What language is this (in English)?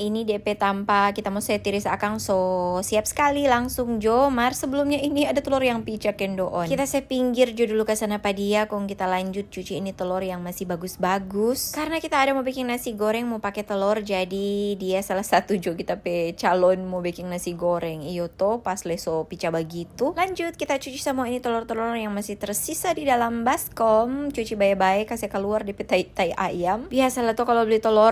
Manado Malay